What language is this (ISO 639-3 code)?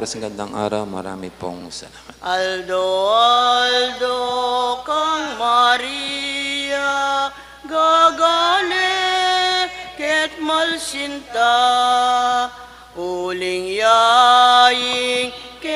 pam